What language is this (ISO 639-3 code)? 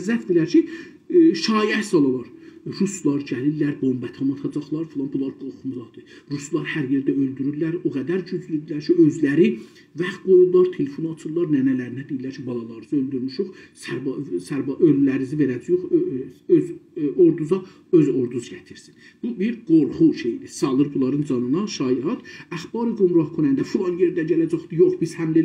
azb